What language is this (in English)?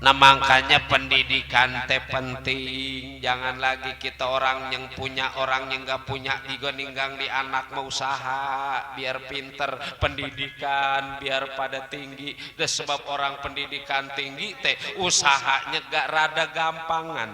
Betawi